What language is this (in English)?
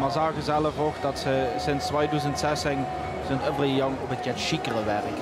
Limburgish